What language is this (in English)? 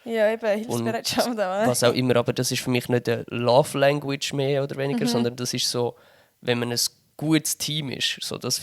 Swiss German